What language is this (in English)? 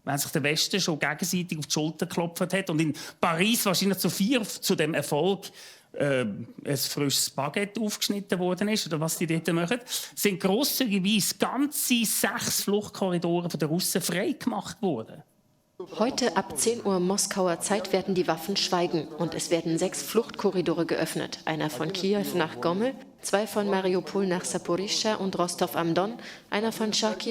Swiss German